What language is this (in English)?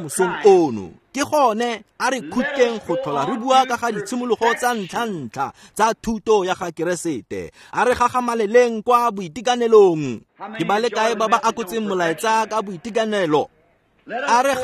Tswana